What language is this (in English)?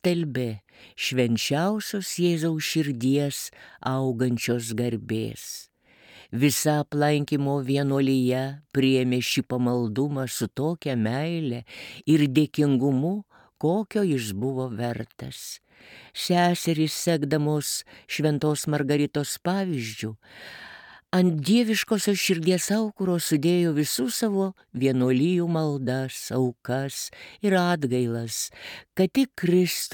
Lithuanian